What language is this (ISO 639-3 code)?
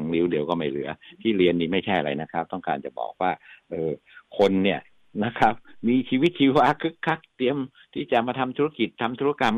tha